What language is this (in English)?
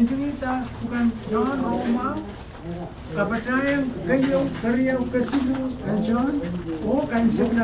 Pohnpeian